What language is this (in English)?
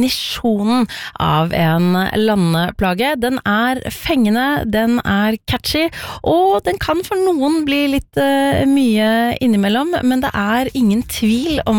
Norwegian